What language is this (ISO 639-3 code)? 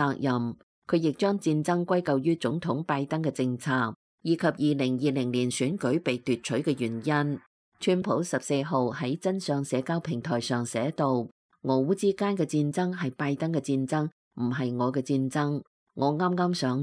yue